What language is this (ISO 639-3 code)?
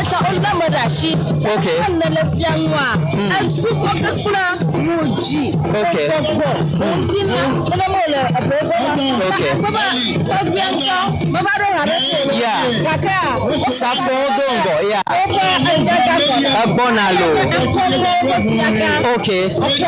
ewe